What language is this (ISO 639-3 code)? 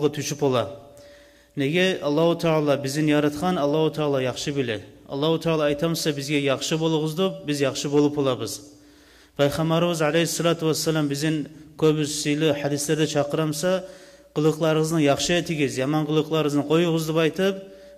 kum